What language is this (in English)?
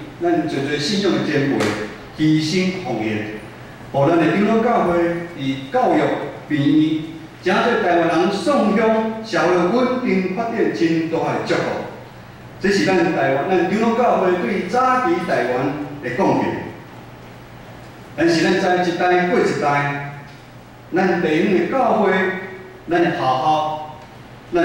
Min Nan Chinese